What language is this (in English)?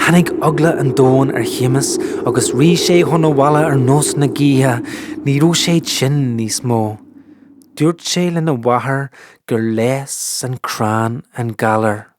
Irish